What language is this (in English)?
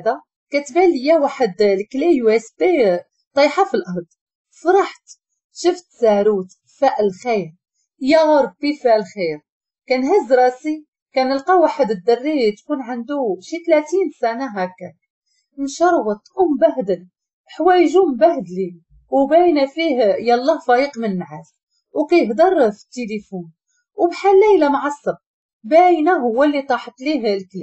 Moroccan Arabic